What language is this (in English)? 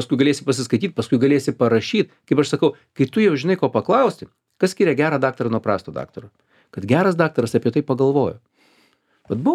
Lithuanian